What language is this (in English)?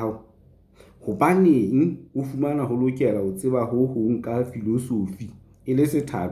Southern Sotho